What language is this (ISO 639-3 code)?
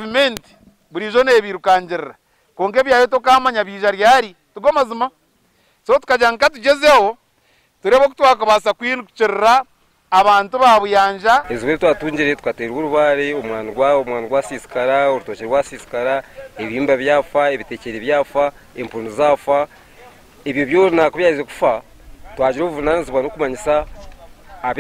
nyn